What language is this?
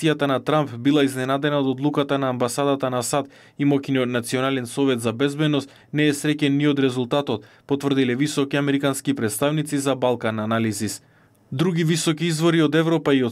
Macedonian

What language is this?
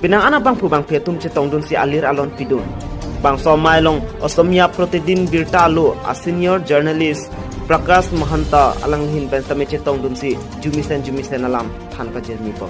Karbi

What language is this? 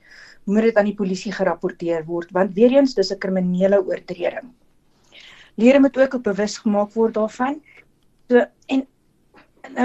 Afrikaans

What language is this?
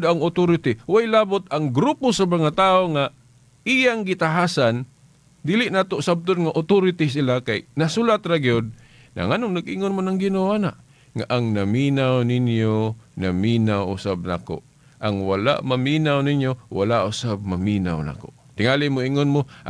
Cebuano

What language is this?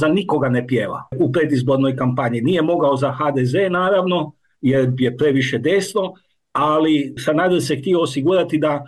Croatian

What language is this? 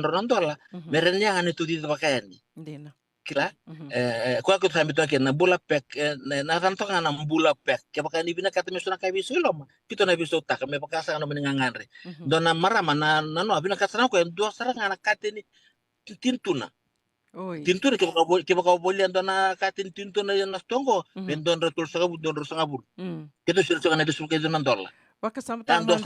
Fijian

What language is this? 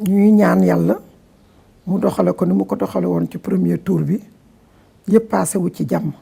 Wolof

